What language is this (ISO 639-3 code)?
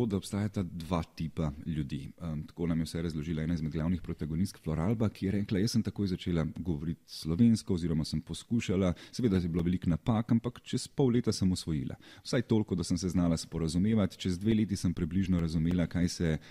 slv